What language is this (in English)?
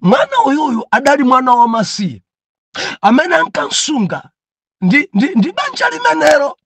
Nyanja